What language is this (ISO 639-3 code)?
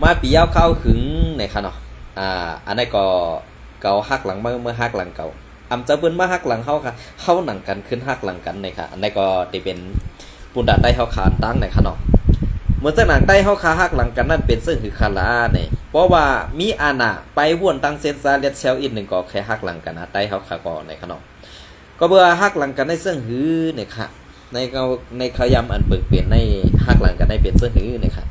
shn